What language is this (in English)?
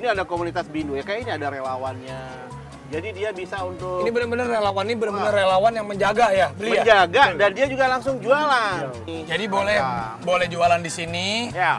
Indonesian